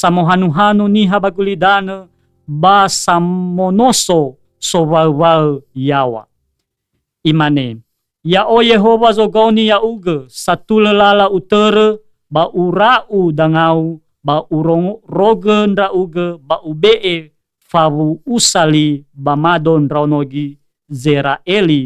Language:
Nias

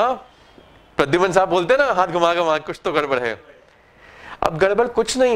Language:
Hindi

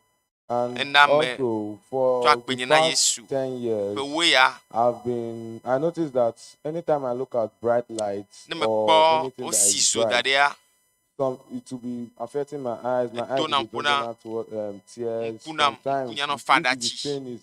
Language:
Ewe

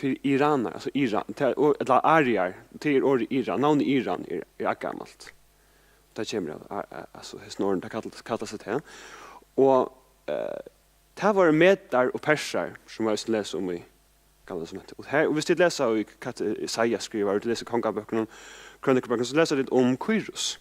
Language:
Faroese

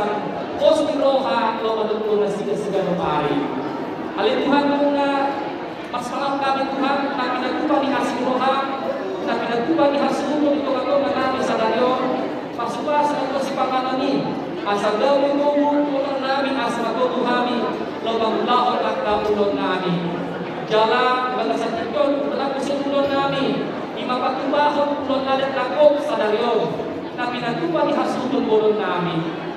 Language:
Batak Toba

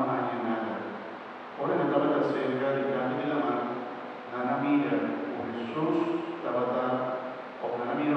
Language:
Papiamento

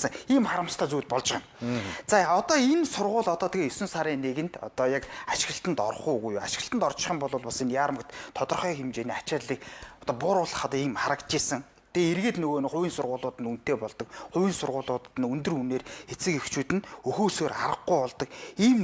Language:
Mongolian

